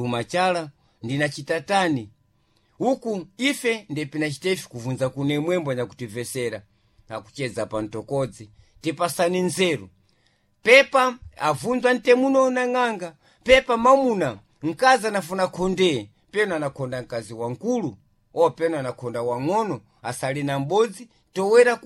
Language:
Sena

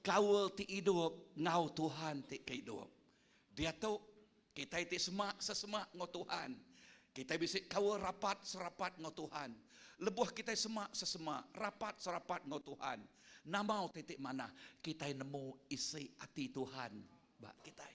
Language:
Iban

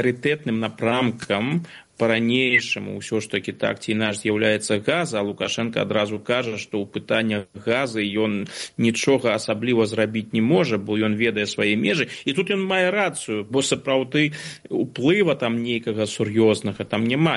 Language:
Belarusian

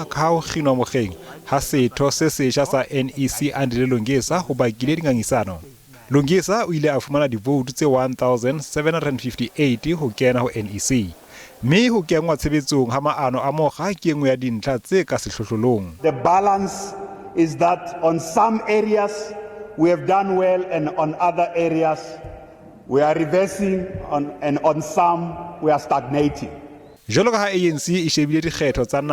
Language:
Southern Sotho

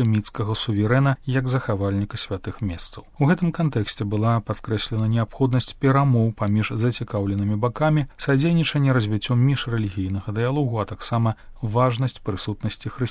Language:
Belarusian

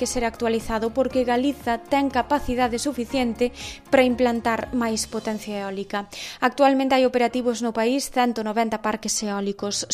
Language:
Galician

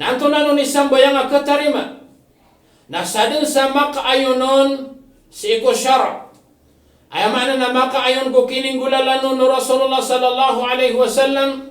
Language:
Maranao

